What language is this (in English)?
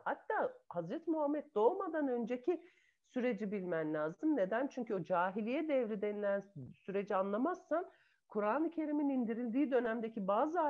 Turkish